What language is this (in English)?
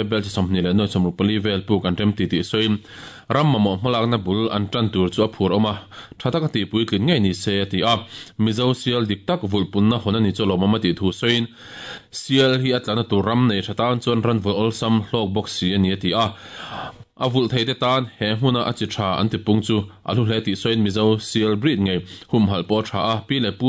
Mizo